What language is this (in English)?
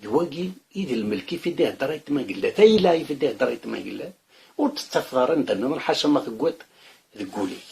Kabyle